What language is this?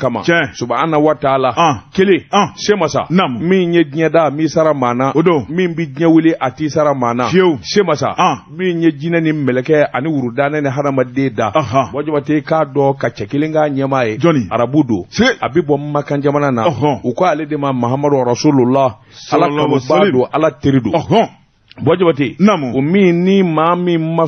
Bambara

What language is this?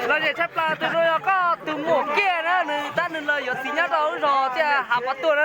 Hmong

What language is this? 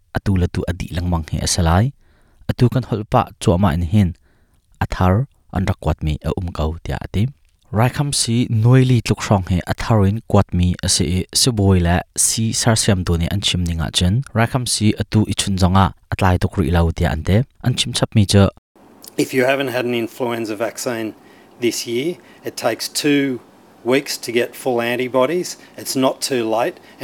Hakha Chin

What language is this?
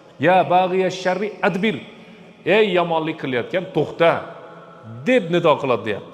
Uzbek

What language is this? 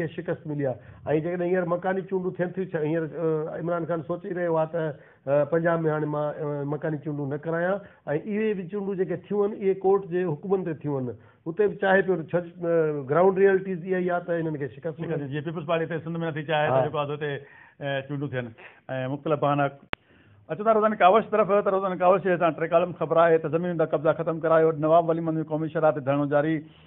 Sindhi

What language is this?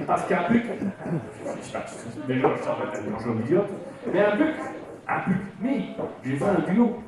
Picard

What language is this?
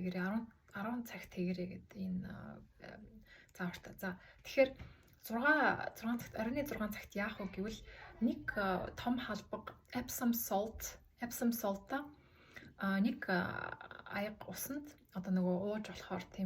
Mongolian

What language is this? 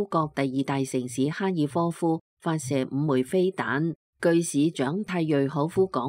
Cantonese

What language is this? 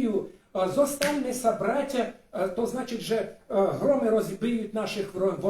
Rusyn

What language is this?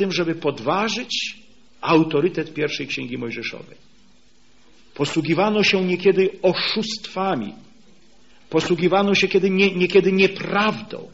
Polish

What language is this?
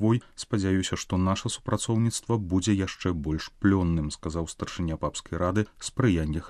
Belarusian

